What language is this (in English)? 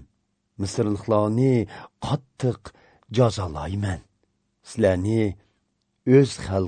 Uyghur